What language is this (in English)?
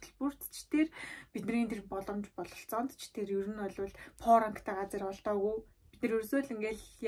Mongolian